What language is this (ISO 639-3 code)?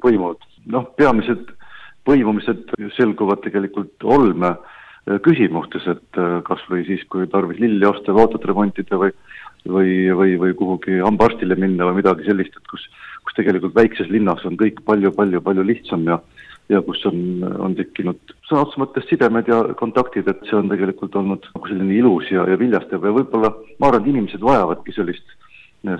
est